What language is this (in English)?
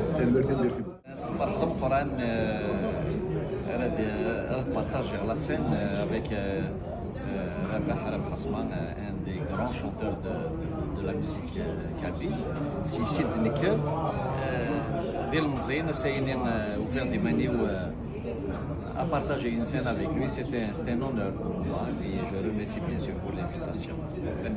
Kabyle